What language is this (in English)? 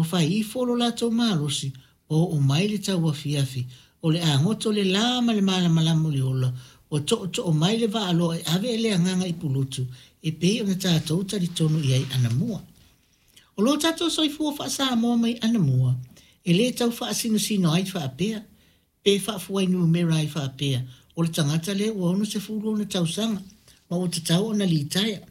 Samoan